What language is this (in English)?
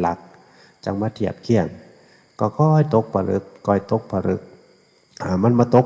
Northeastern Thai